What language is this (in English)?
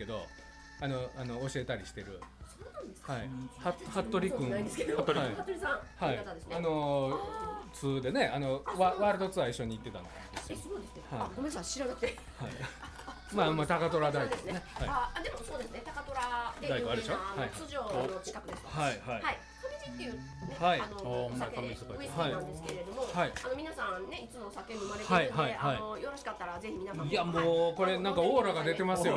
Japanese